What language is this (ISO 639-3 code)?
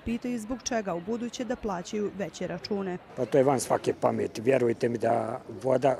bos